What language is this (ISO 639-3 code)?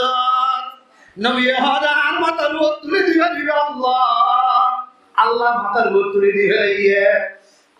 rhg